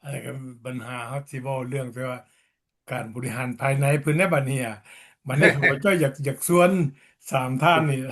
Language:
Lao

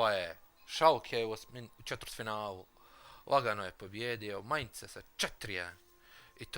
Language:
Bosnian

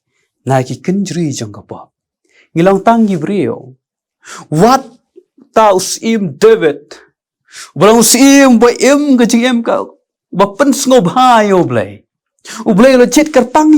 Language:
Khasi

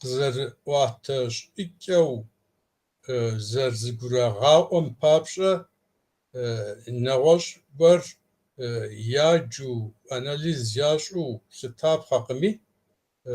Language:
Kabardian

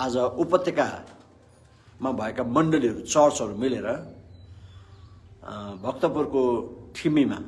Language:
Nepali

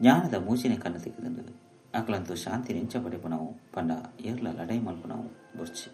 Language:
Tulu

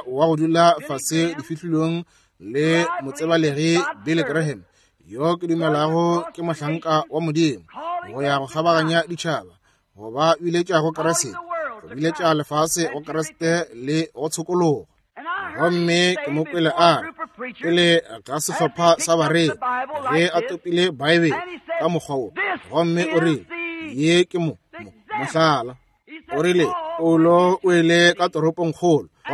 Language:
Northern Sotho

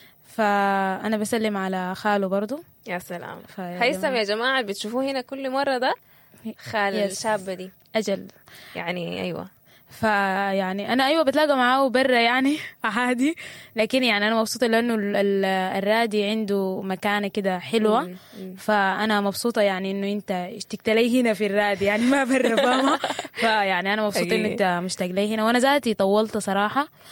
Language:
Sudanese Arabic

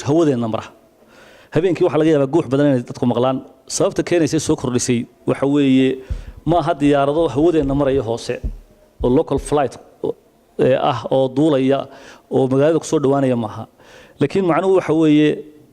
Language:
Somali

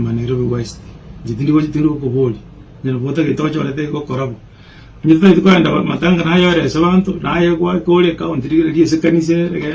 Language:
Gusii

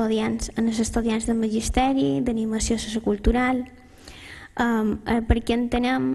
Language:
Catalan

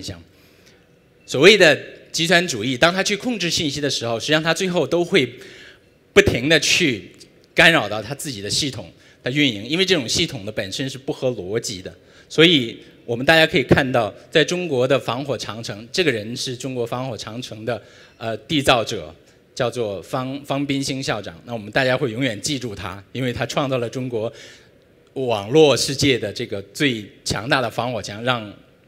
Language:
Chinese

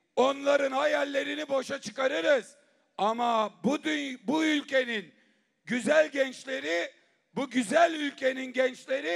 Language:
Turkish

